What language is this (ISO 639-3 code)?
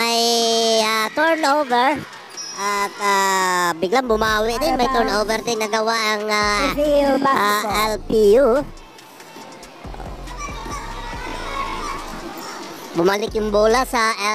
fil